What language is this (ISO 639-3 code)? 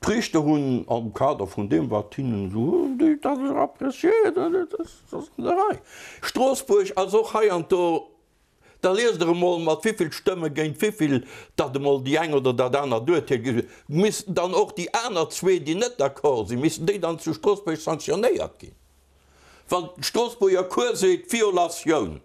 ltz